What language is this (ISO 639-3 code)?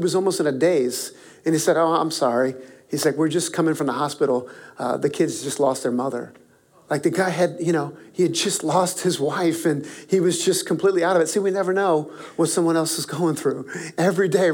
eng